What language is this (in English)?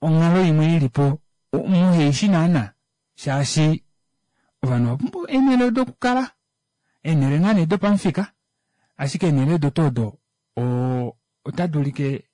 Kuanyama